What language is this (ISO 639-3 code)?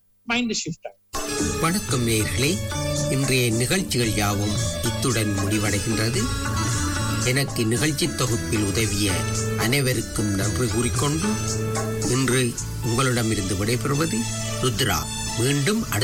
tam